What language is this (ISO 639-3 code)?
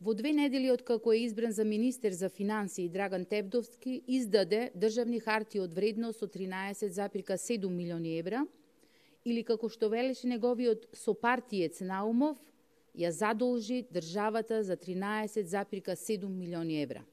mkd